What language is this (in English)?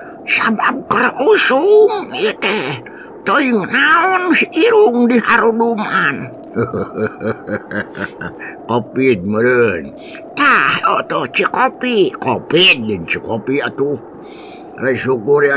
Sundanese